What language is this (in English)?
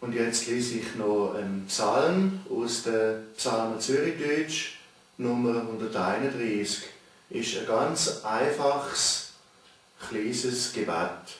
Swiss German